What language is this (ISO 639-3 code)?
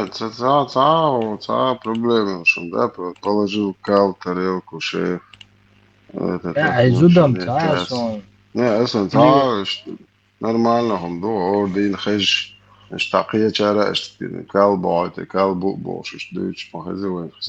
che